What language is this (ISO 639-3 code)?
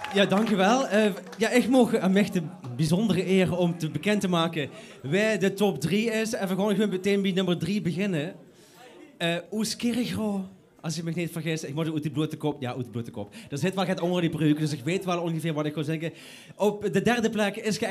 lim